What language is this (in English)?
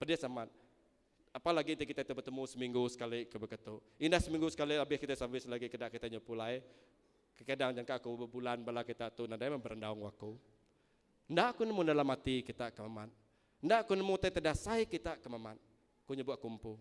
Iban